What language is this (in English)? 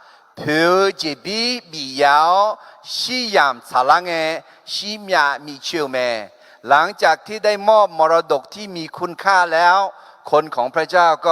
Akha